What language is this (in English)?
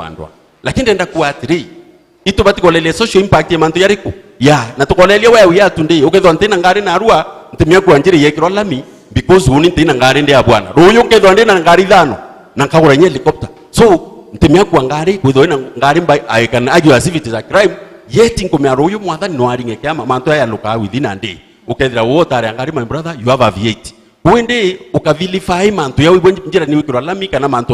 Meru